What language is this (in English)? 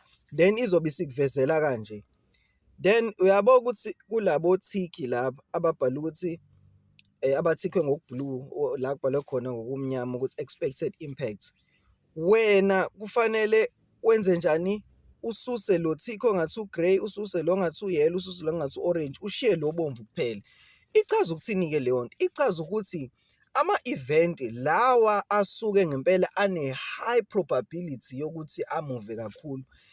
Zulu